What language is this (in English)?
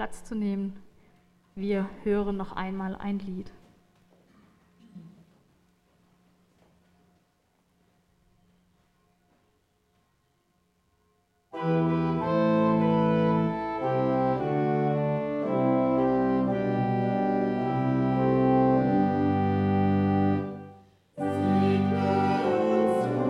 German